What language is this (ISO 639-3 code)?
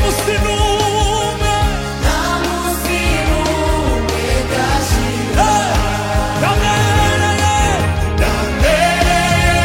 kin